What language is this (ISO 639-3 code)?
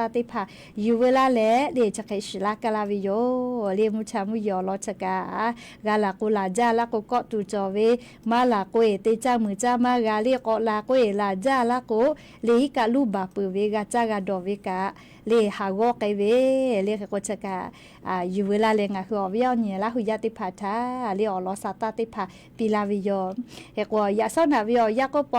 lhu